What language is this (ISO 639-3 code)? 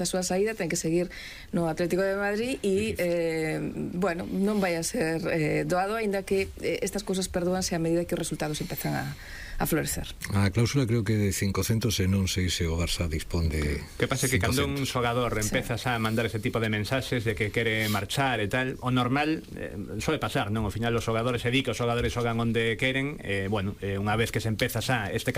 glg